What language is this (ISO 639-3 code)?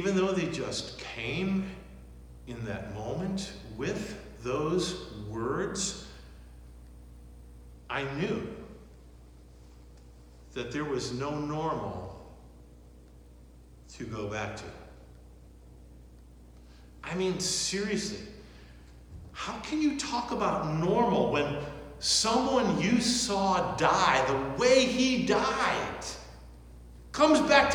eng